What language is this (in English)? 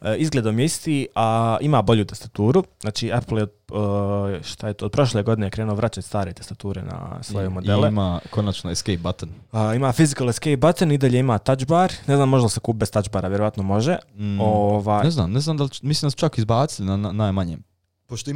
Serbian